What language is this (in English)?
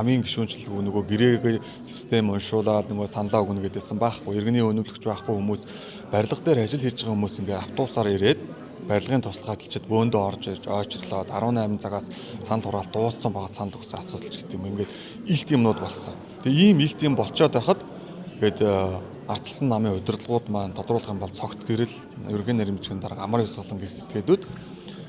Mongolian